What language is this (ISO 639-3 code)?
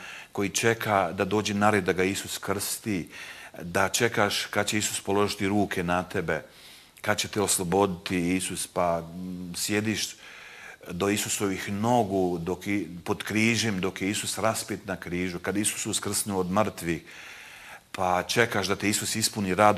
hrv